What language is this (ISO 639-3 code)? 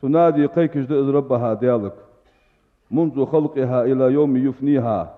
inh